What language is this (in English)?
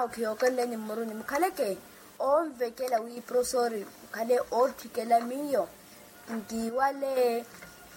Makhuwa